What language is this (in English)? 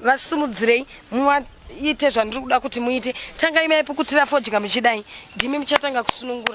Shona